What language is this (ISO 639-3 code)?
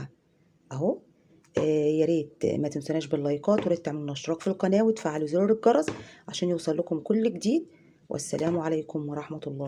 arz